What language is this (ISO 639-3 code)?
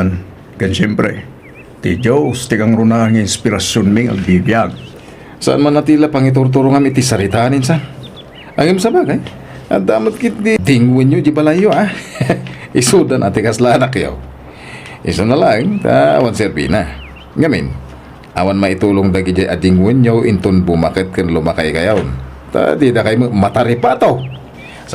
ilo